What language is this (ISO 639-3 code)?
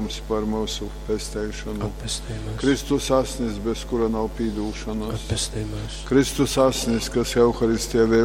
ltg